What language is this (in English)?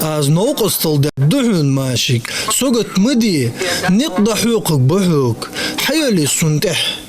Ingush